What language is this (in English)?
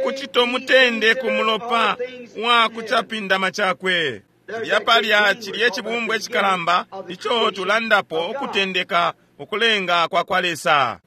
Bemba